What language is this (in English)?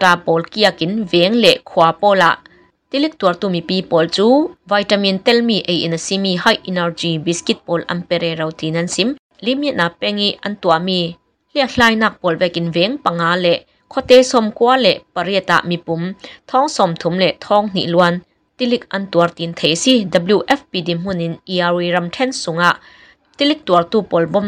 Burmese